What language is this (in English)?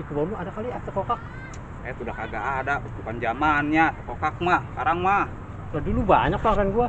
Betawi